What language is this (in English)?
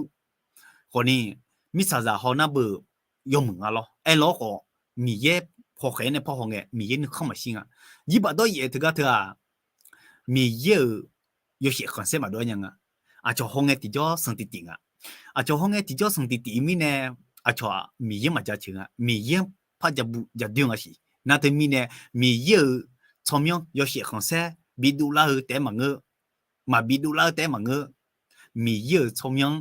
Akha